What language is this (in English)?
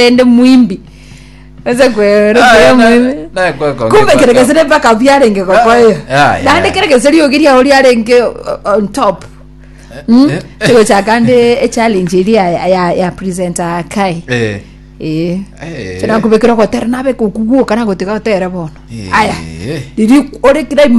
Gusii